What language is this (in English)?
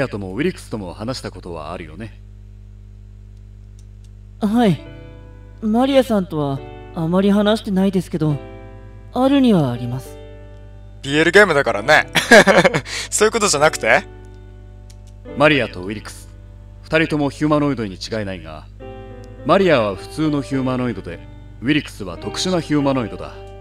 Japanese